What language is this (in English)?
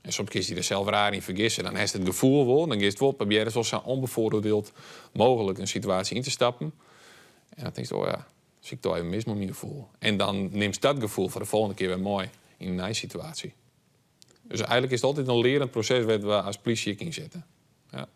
Western Frisian